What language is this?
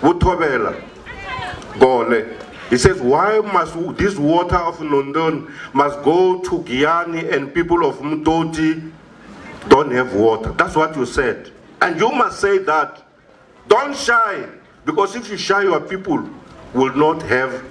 Venda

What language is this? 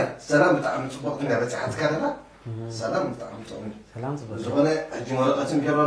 Tigrinya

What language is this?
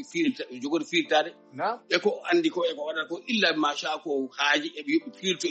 Fula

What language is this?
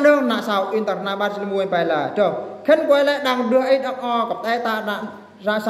Eastern Bru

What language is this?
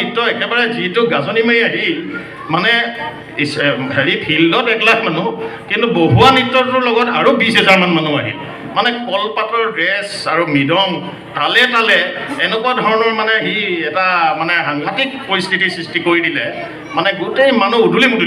Assamese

